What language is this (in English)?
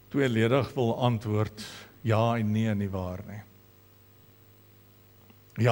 Afrikaans